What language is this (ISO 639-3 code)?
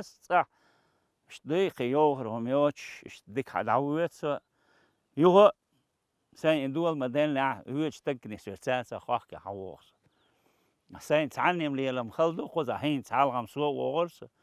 che